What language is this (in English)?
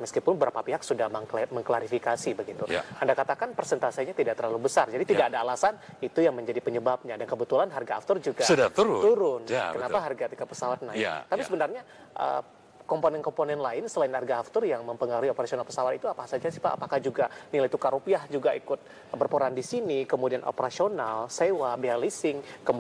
Indonesian